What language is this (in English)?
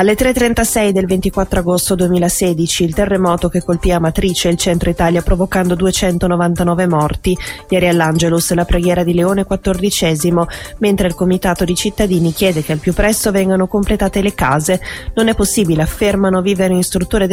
Italian